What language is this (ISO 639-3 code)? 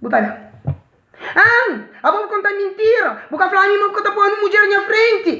kea